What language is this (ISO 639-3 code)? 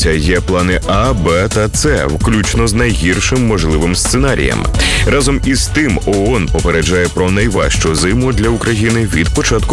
ukr